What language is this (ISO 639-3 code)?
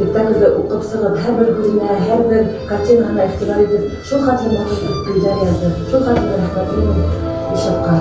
bak